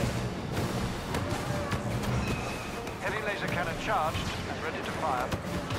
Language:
English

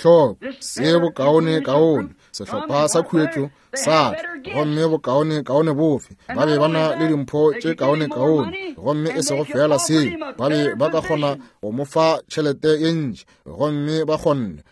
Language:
Northern Sotho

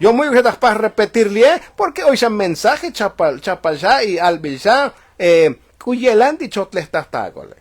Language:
Tzotzil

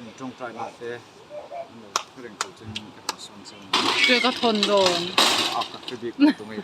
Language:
Mizo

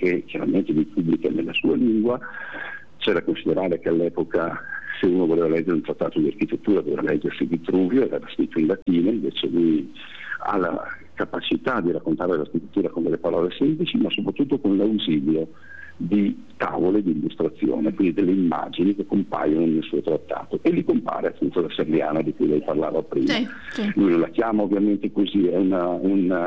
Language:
Italian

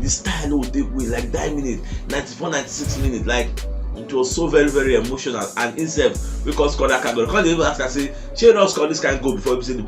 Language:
Nigerian Pidgin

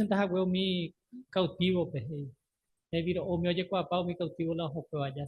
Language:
Guarani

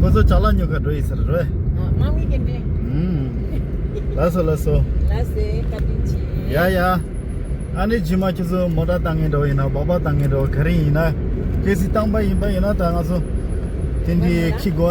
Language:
Tibetan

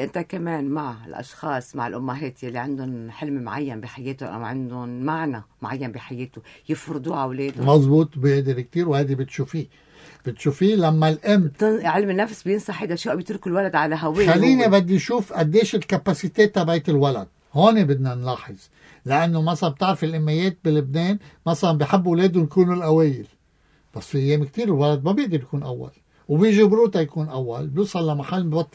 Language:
North Levantine Arabic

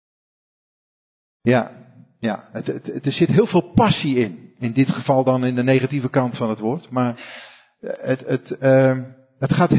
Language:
Dutch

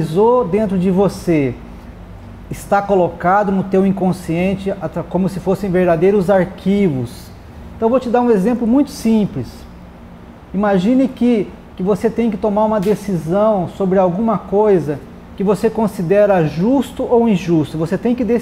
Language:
Portuguese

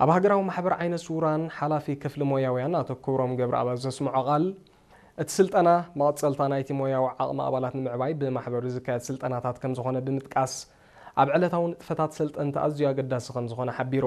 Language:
Tigrinya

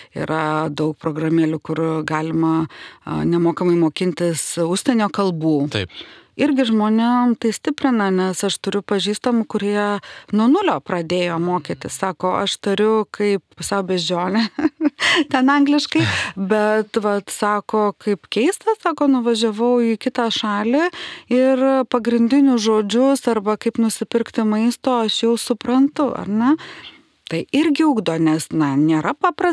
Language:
Lithuanian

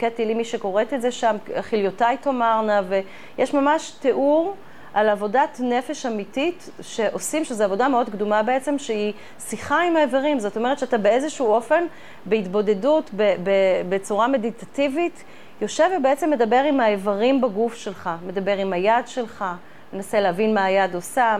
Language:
Hebrew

